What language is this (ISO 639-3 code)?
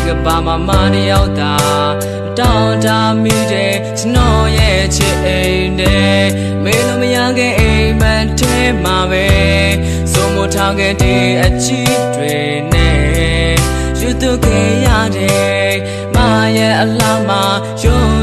mya